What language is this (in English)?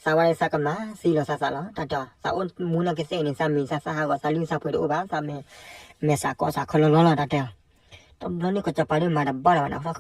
S'gaw Karen